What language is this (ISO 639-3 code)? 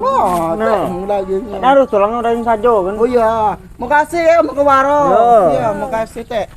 mui